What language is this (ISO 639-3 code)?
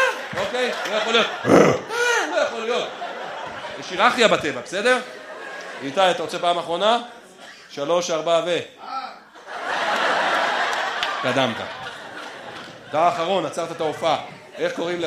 heb